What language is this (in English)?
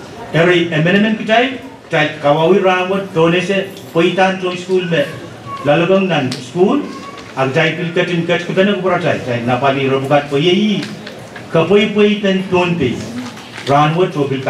Pohnpeian